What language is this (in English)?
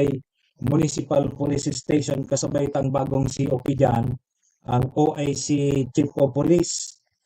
Bikol